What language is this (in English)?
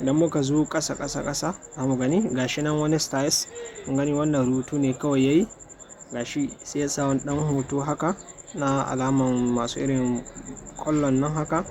Hausa